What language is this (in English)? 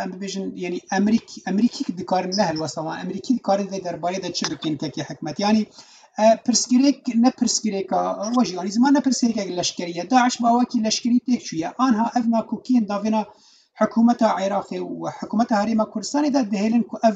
Kurdish